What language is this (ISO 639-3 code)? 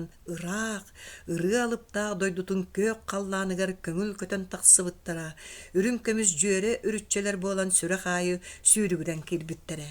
sah